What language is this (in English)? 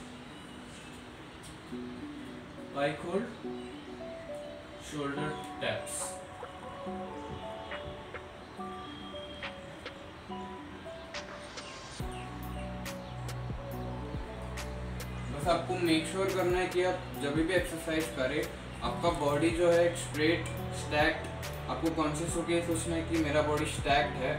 Hindi